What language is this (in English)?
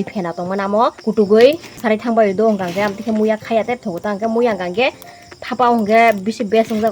Kok Borok